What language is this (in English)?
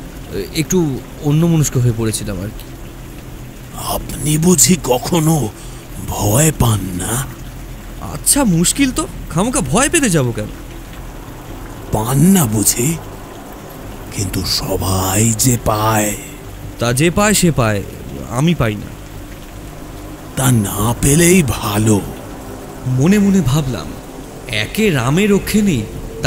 Bangla